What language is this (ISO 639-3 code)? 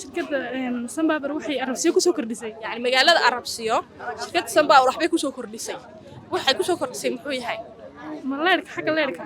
som